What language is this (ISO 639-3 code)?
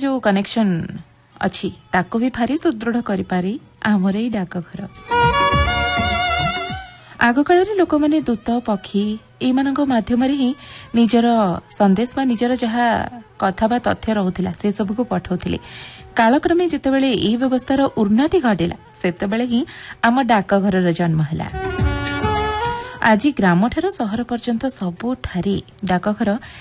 ori